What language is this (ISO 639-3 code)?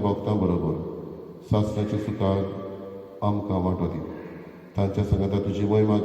kok